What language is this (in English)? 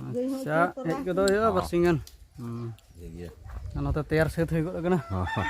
Santali